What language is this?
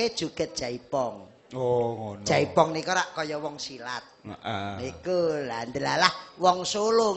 Javanese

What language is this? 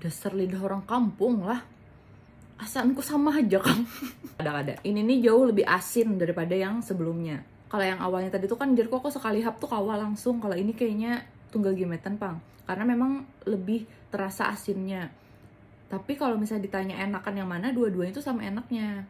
Banjar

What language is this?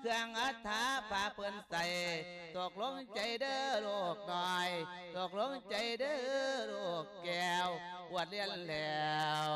Lao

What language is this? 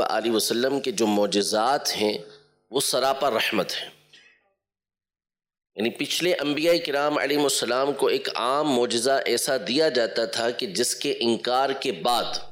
Urdu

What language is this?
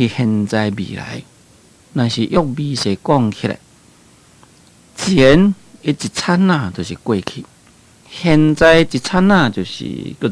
Min Nan Chinese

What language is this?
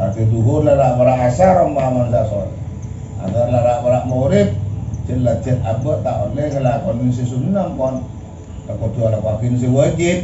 Madurese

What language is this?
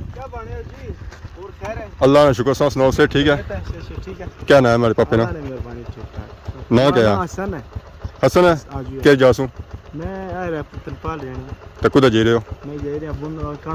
Pahari-Potwari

